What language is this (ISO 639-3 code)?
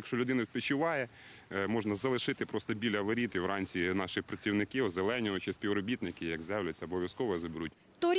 ukr